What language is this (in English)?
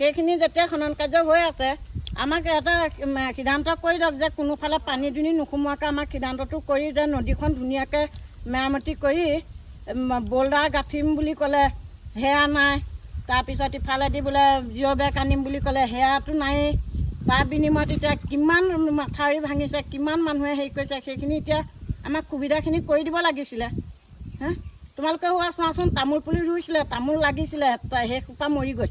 Assamese